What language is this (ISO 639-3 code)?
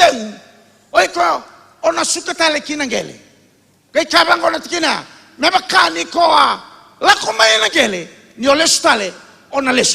fij